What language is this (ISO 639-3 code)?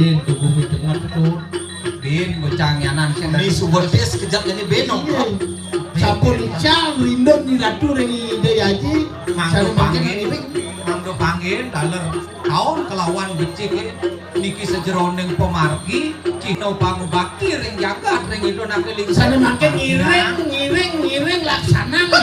ban